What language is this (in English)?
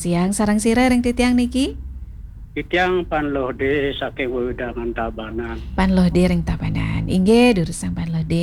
Balinese